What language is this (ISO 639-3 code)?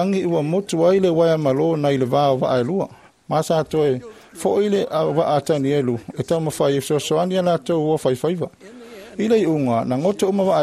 smo